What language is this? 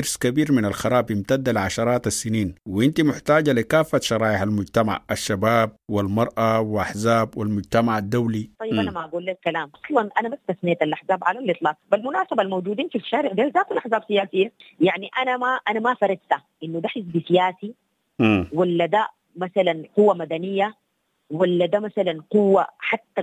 Sudanese Arabic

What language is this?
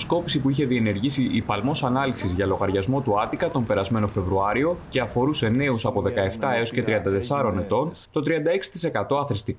Greek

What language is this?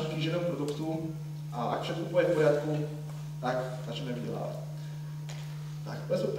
Slovak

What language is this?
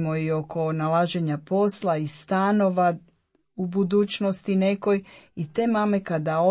Croatian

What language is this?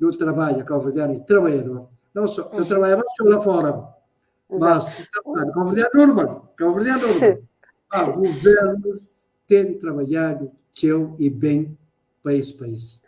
Kabuverdianu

